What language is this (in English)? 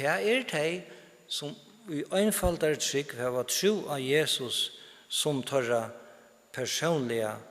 Faroese